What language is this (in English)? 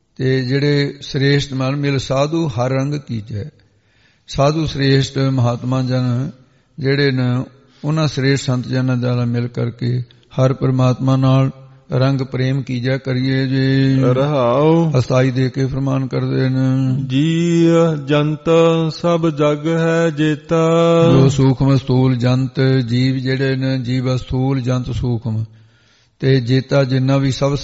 Punjabi